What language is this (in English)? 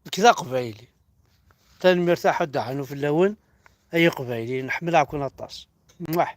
Kabyle